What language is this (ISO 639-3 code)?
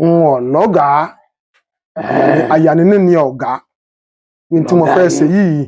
yor